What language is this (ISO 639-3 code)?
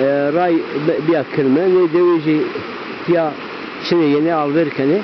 zza